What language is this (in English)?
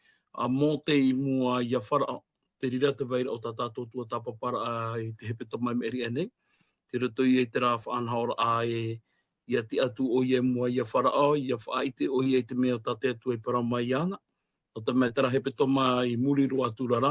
Tahitian